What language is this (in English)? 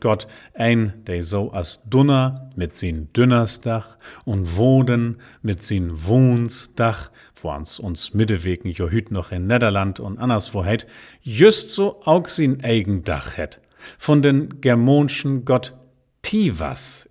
Low German